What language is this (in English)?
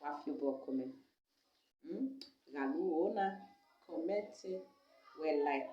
Nigerian Pidgin